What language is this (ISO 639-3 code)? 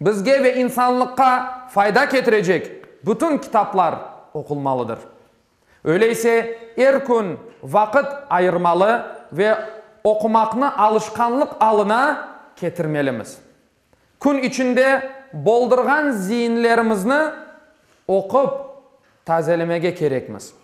crh